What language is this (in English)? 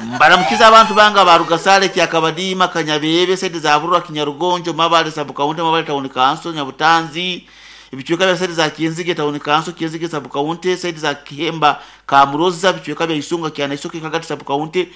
Nyoro